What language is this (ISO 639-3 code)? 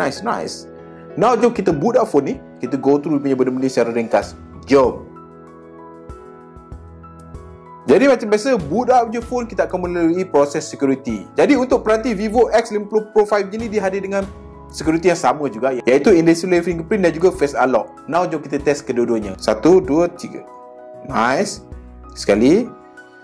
msa